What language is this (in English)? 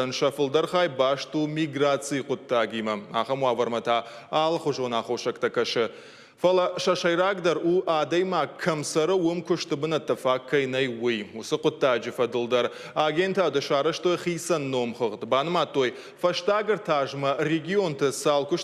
Ossetic